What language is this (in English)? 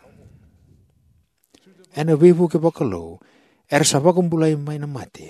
Fijian